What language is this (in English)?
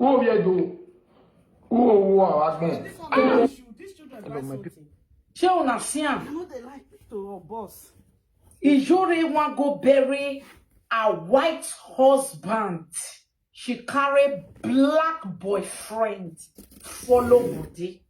Nigerian Pidgin